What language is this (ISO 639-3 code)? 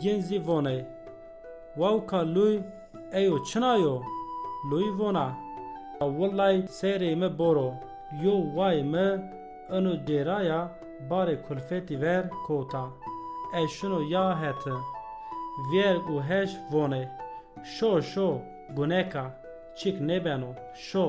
zza